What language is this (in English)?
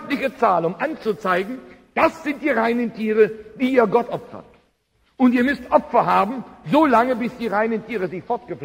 German